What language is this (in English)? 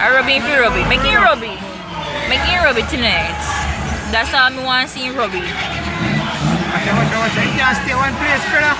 Jamaican Creole English